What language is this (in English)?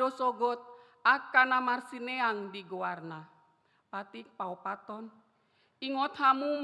Batak Toba